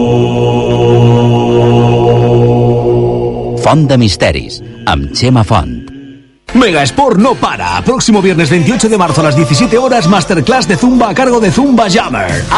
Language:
Catalan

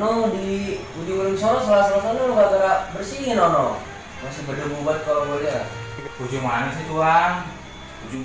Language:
Betawi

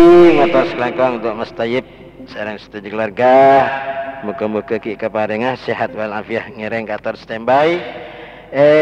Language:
Madurese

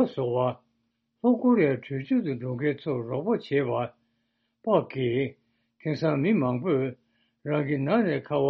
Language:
Tibetan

